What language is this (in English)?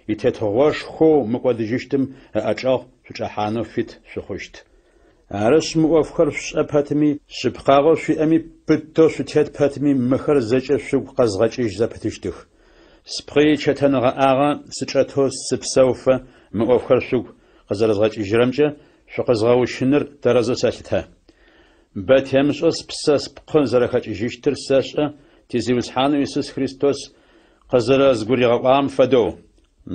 Adyghe